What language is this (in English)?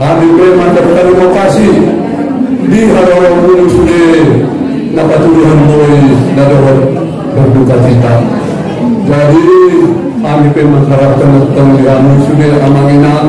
Batak Angkola